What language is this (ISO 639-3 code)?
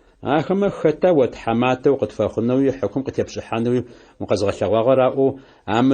ady